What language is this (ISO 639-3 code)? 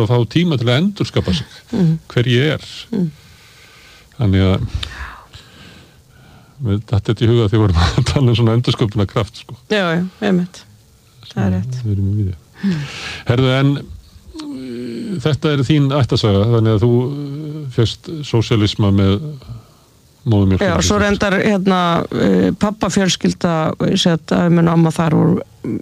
isl